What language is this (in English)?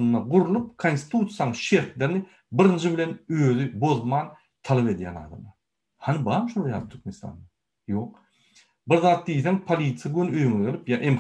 Turkmen